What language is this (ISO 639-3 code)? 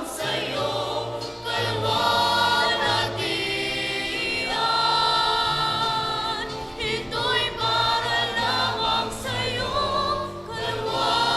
bik